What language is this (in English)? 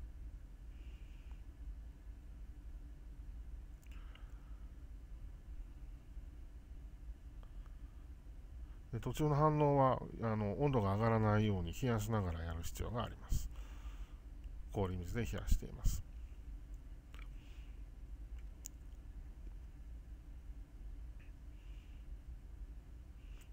Japanese